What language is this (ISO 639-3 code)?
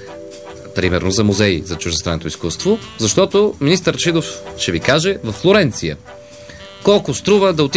bul